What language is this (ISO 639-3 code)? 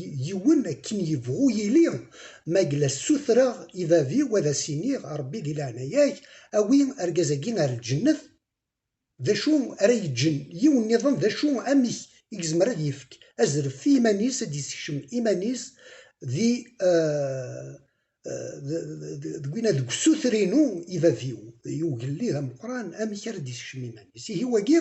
kab